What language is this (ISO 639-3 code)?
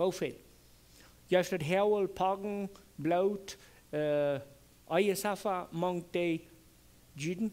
pdt